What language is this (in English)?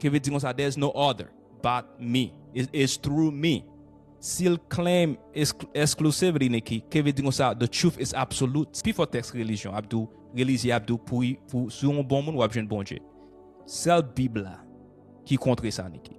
Haitian Creole